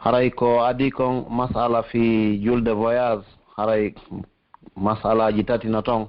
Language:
Pular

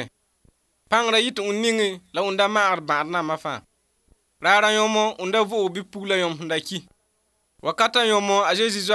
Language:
Mossi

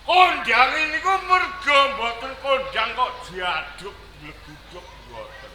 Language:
Javanese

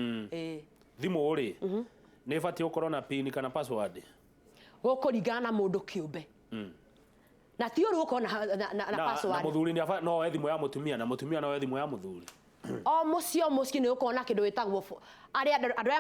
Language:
Kikuyu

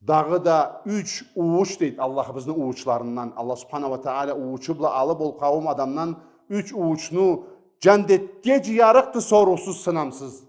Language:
Karachay-Balkar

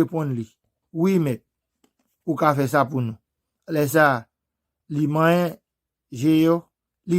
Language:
Haitian Creole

